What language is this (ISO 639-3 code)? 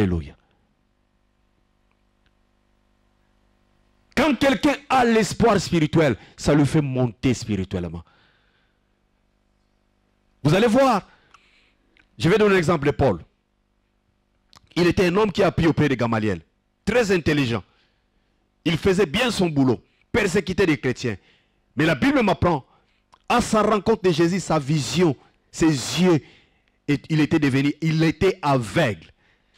fra